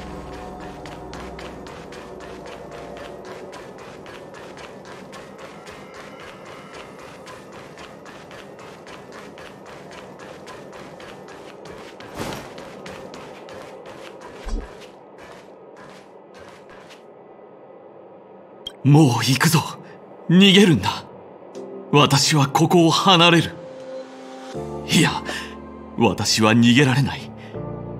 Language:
Japanese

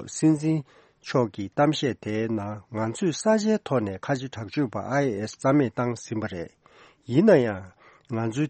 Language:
Tibetan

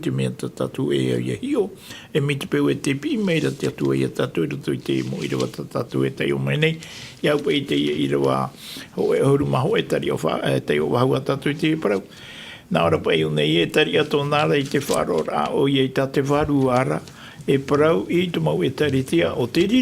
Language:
Tahitian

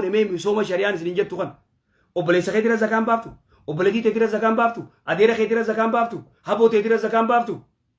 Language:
Oromo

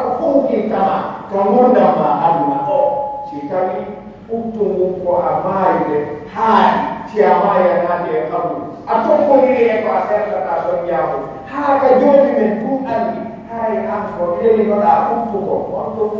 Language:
Pular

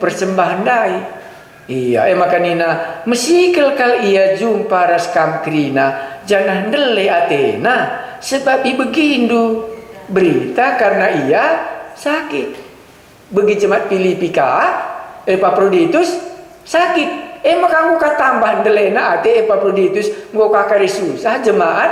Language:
Batak Karo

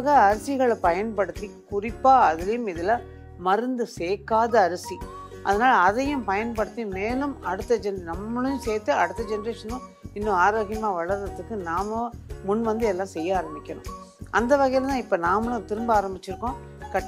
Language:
Tamil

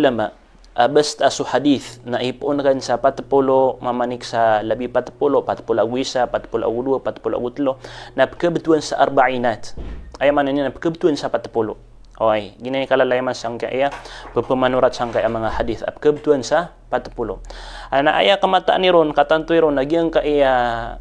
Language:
Maranao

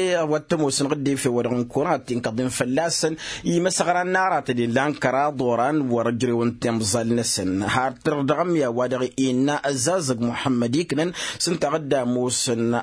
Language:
Tamasheq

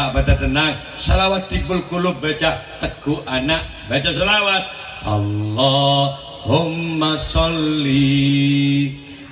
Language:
Madurese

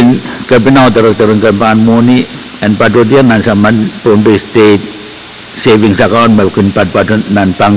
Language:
Pohnpeian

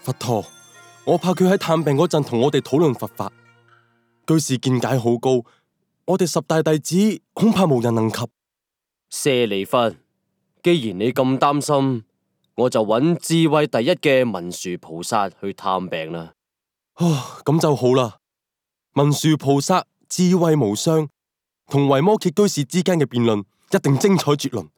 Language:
Cantonese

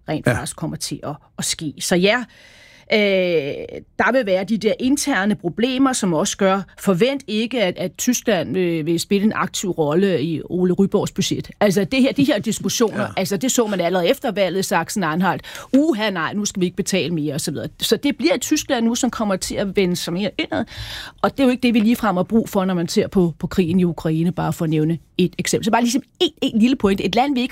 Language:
Danish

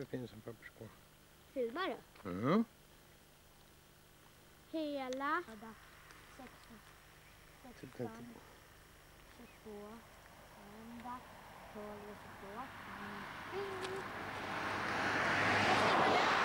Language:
Swedish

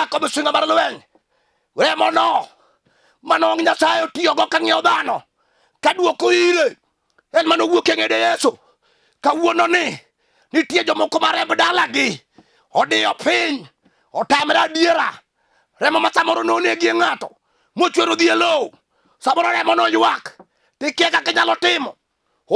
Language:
Luo (Kenya and Tanzania)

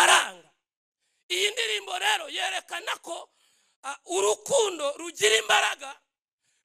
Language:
Kinyarwanda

